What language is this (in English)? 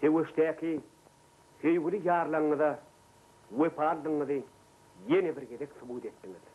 Turkmen